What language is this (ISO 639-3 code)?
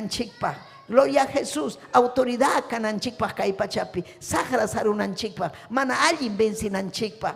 quy